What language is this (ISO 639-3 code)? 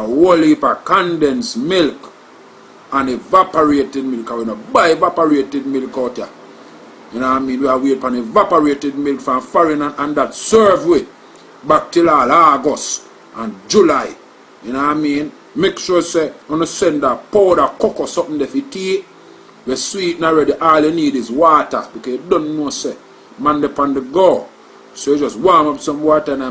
jam